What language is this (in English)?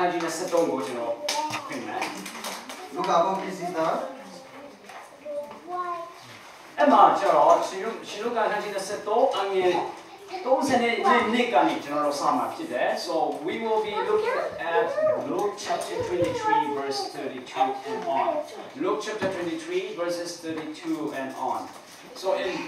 Burmese